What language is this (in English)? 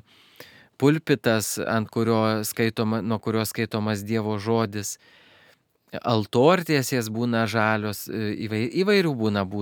Lithuanian